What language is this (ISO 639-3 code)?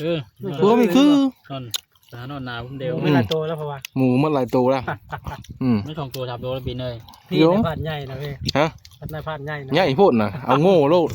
tts